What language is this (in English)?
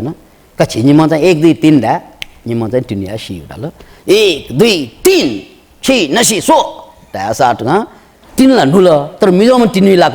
Newari